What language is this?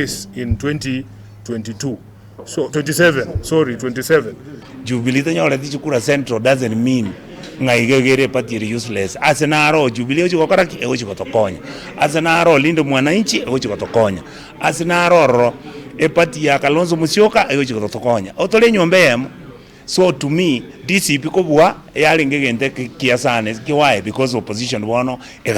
Gusii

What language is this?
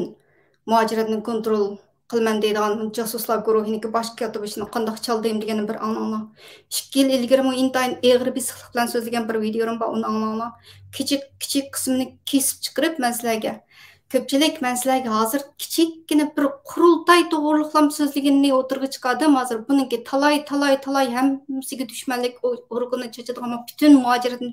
Uyghur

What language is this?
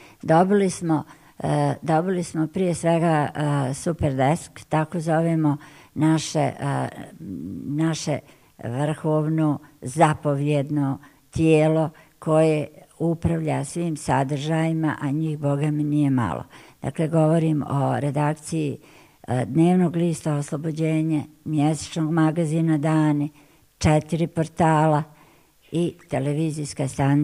Bosnian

